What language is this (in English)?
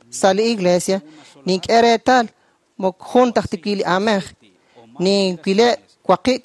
Kekchí